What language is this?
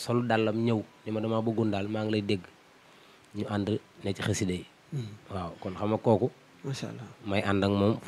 Wolof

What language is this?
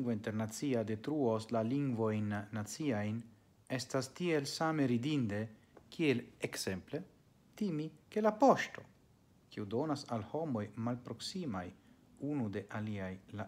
Esperanto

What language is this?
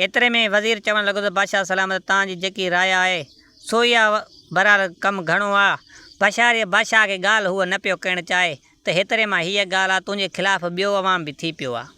Sindhi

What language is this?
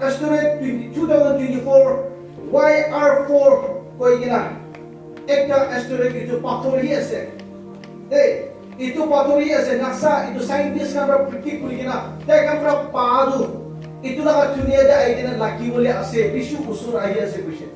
Naga Pidgin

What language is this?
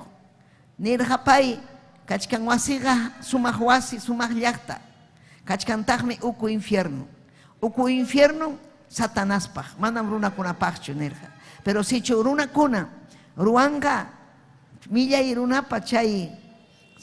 Ayacucho Quechua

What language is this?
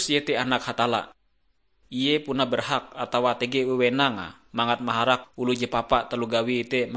Ngaju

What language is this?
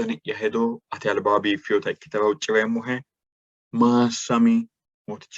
Sidamo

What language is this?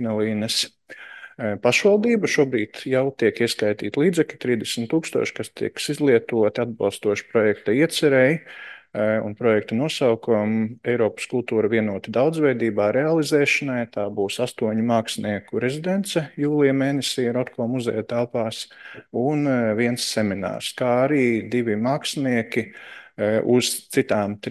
Latvian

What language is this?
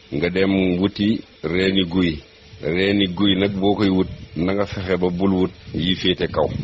Wolof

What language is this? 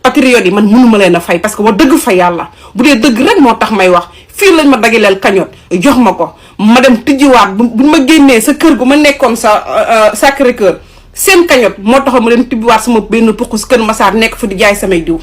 Wolof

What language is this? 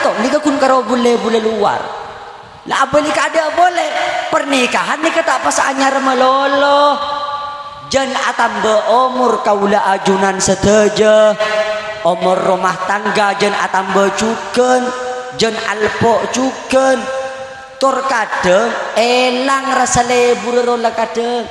Madurese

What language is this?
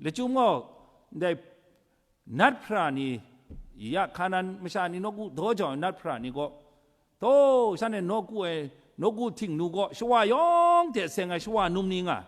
Kachin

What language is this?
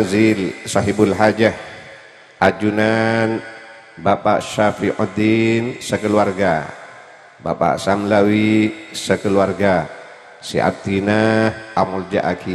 Madurese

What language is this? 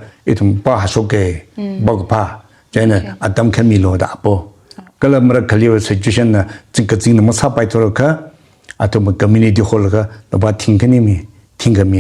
Tangkhul Naga (India)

